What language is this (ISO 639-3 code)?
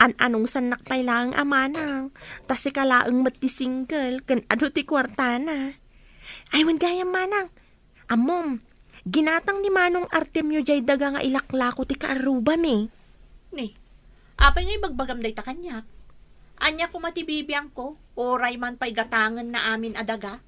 ilo